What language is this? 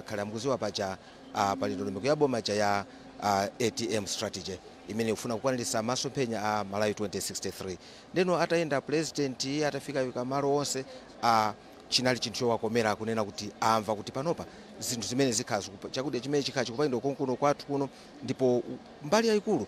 Nyanja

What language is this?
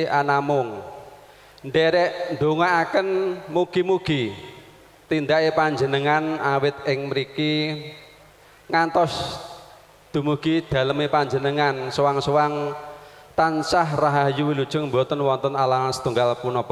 Javanese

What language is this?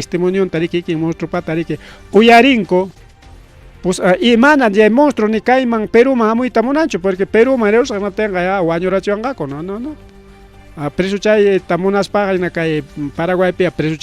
Ayacucho Quechua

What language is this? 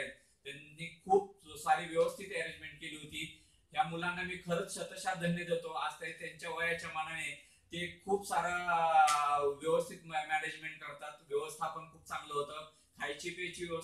Marathi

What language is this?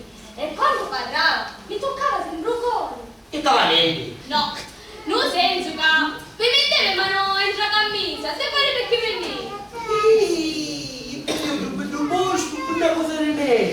Sicilian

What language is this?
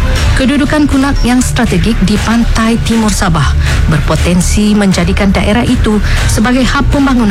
Malay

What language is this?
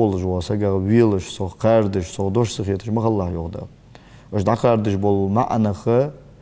Ingush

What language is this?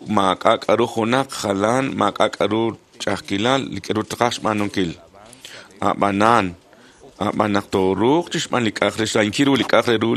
Kekchí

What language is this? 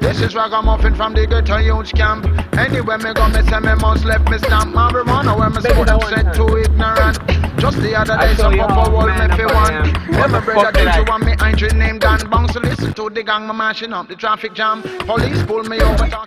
Jamaican Creole English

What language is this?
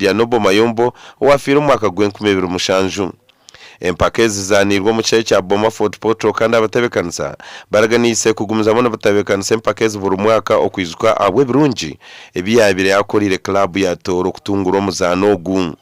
Nyankole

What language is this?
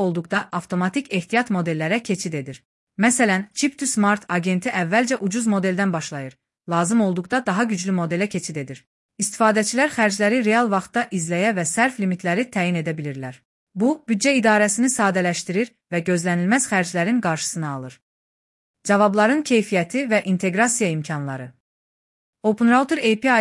Azerbaijani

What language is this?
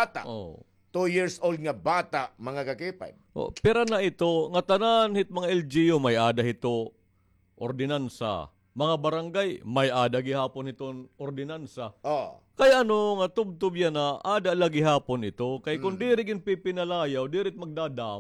Waray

